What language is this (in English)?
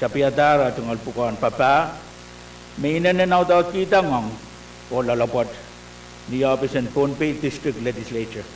Pohnpeian